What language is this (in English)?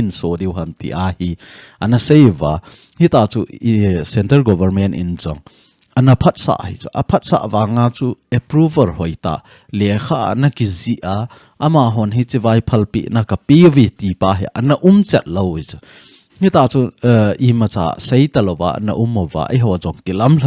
Thado Chin